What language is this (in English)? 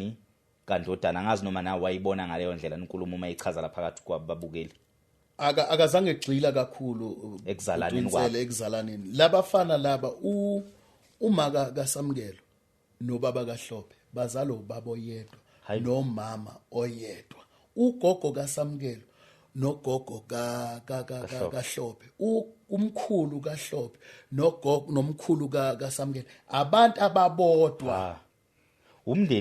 Zulu